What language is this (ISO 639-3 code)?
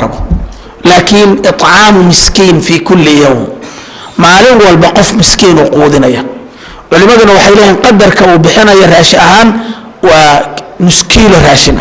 som